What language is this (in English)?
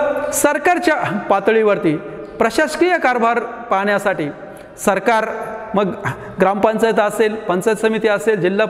Marathi